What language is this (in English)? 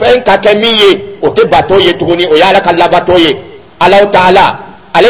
Dyula